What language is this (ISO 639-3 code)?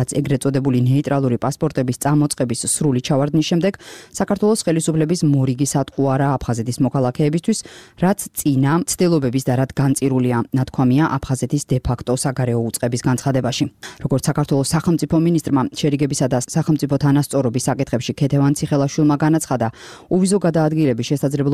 kat